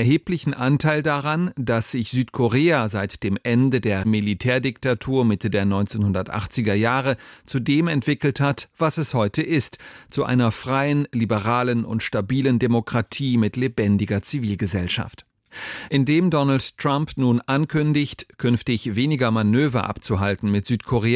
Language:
German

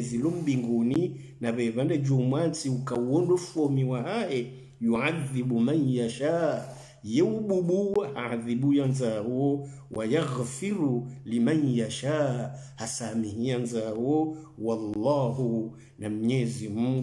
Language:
Swahili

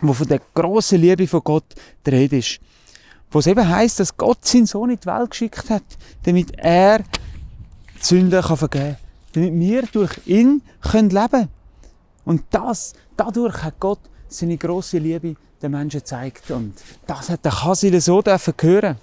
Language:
Swiss German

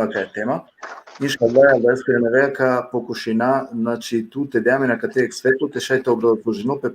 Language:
Balkan Romani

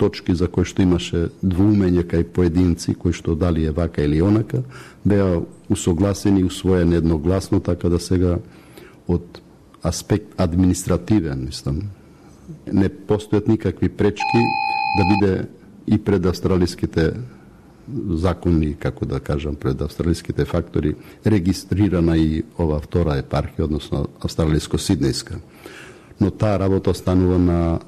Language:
Macedonian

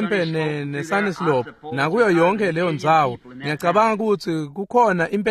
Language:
Swati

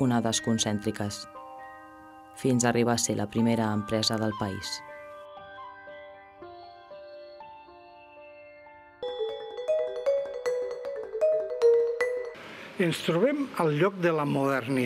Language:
Catalan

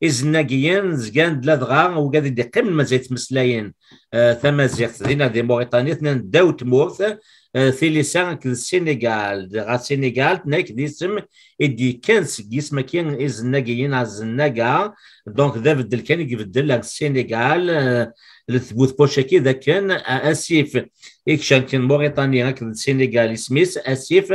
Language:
Kabyle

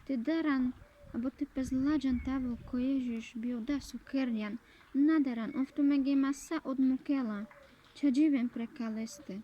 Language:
Carpathian Romani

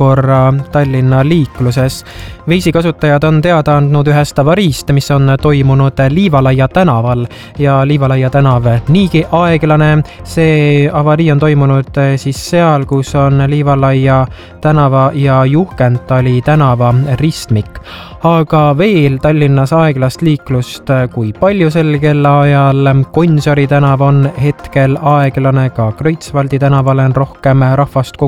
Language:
Estonian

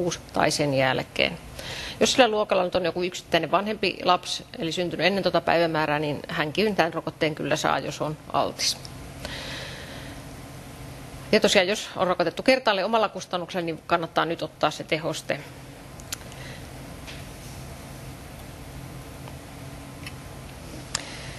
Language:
Finnish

